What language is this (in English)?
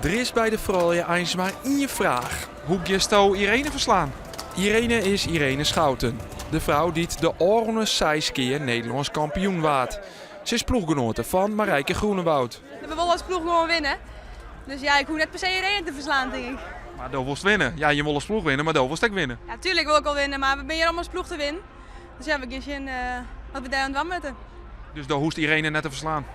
Western Frisian